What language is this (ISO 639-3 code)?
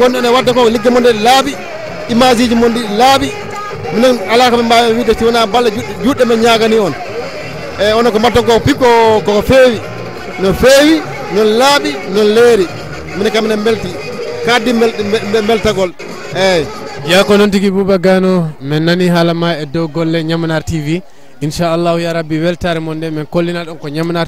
ful